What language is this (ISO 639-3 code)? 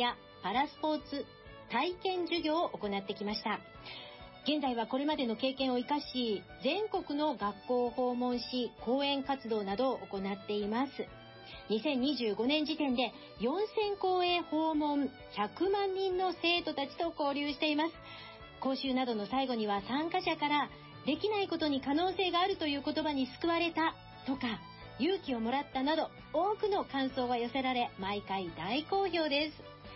jpn